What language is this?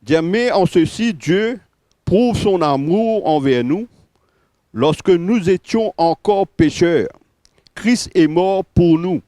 Morisyen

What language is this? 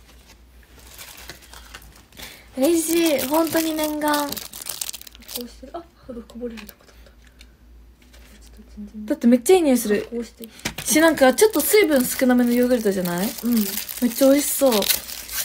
Japanese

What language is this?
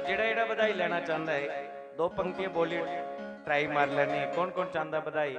Dogri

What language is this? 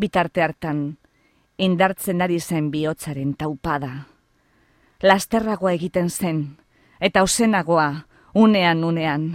Basque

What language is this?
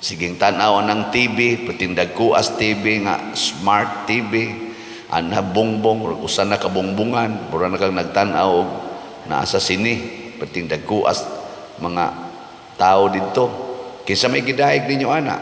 Cebuano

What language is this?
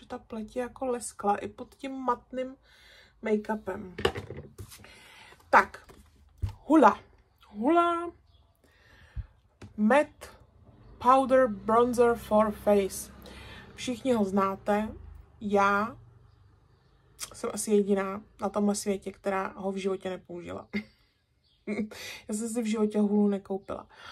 Czech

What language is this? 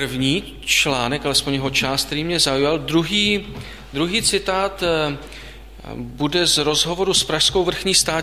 Czech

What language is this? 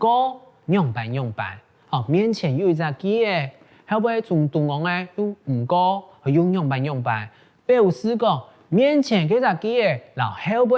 Hakka Chinese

